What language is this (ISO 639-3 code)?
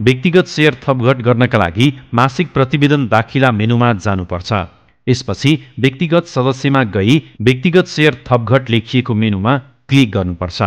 nep